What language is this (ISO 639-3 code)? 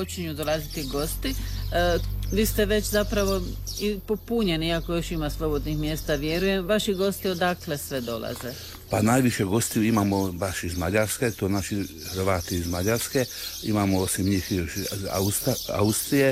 hrv